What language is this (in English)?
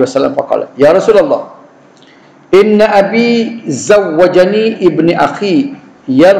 Malay